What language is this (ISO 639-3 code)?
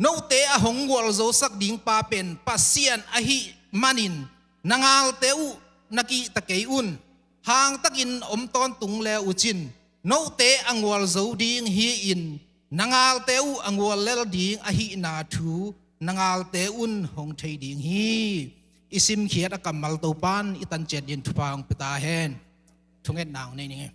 ctd